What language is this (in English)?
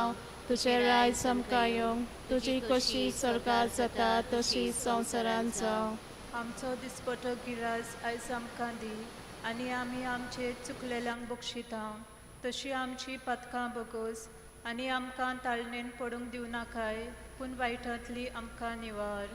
Konkani